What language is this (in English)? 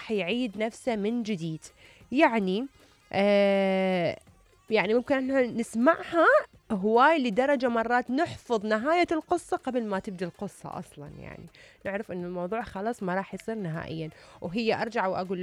Mesopotamian Arabic